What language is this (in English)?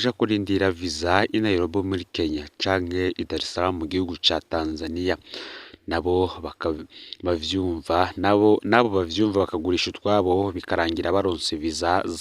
Rundi